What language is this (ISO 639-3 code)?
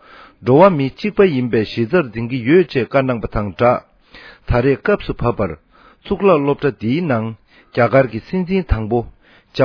bod